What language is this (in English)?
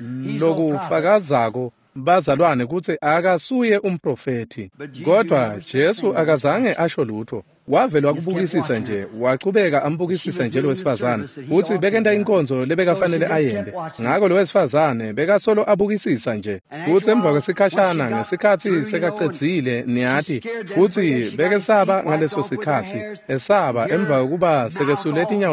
Swati